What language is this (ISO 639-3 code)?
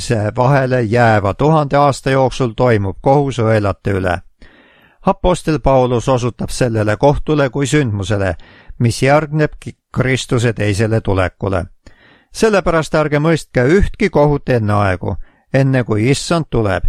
est